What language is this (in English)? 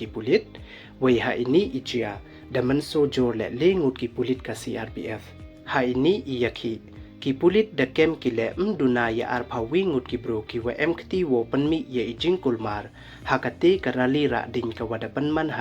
Pnar